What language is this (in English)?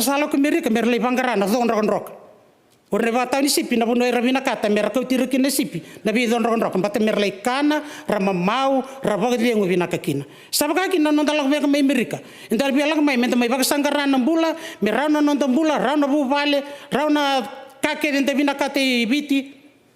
Fijian